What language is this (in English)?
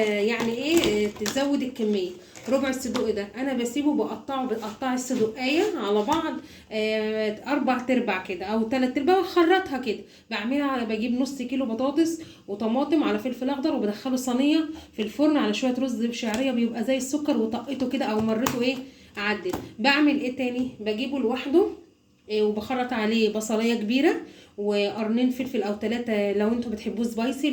Egyptian Arabic